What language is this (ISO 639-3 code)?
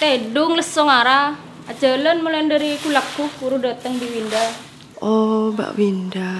mad